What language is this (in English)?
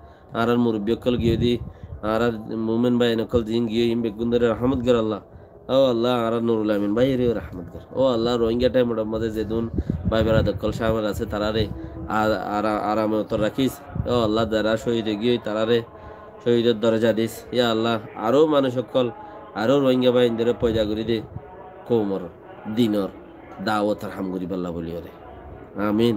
Rohingya